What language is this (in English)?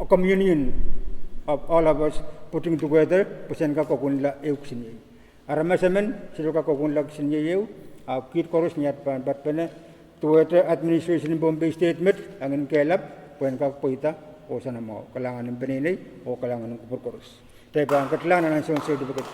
Pohnpeian